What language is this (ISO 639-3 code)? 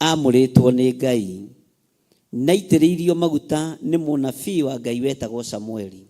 kik